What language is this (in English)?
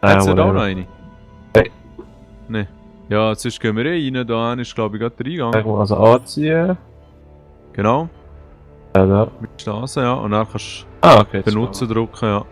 Swiss German